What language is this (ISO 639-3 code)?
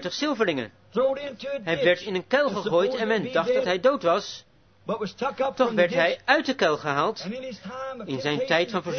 nld